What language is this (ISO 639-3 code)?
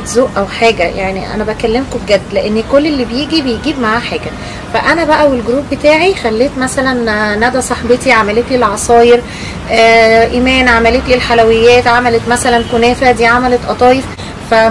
arz